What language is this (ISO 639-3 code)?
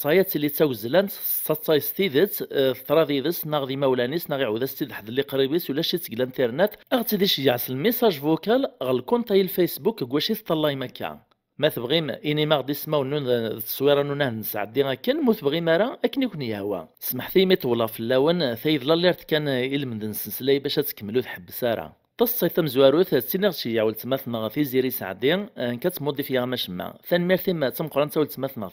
kab